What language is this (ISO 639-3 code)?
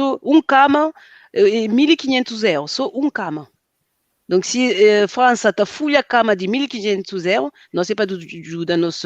kea